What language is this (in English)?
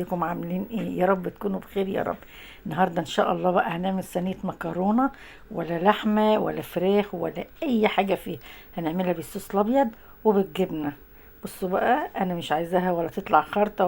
Egyptian Arabic